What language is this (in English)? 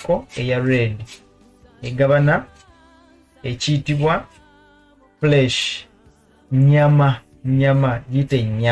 Ganda